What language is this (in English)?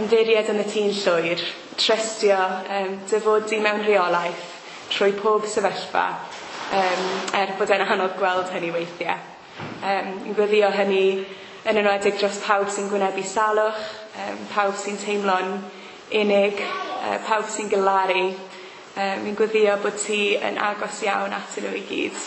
Welsh